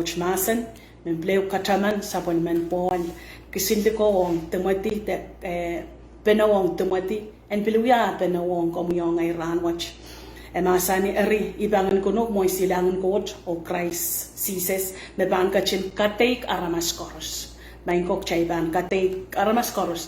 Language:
Pohnpeian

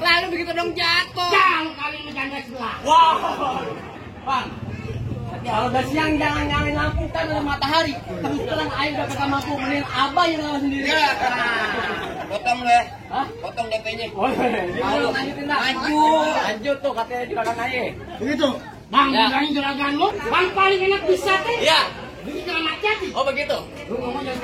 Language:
Betawi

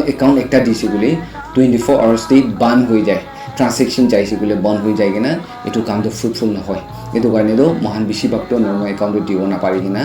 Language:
Naga Pidgin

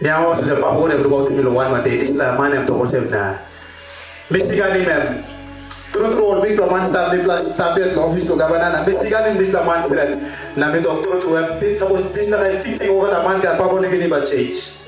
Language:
Tok Pisin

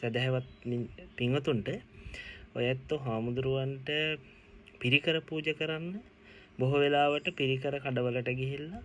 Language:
Sinhala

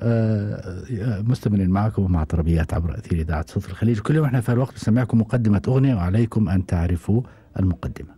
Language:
Gulf Arabic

